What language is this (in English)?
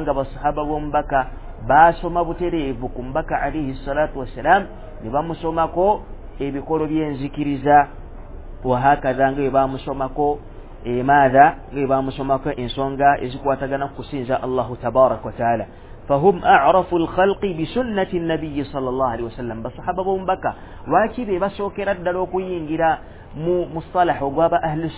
Ganda